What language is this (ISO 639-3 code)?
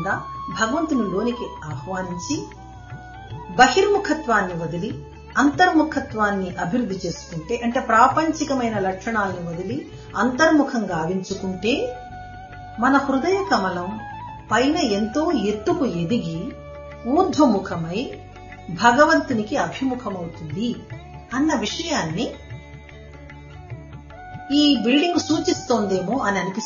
tel